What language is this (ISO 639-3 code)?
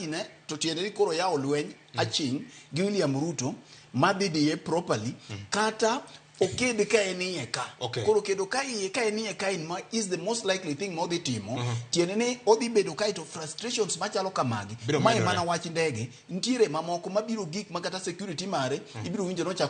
luo